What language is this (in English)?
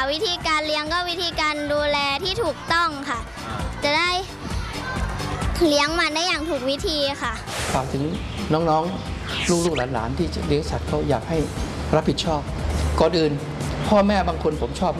Thai